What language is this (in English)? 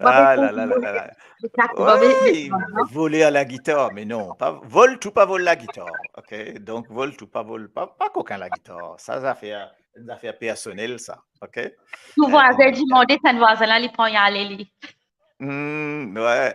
Morisyen